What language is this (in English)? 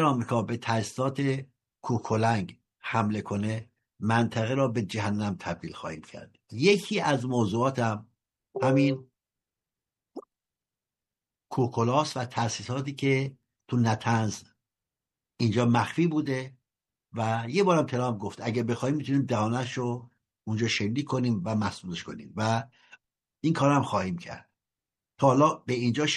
Persian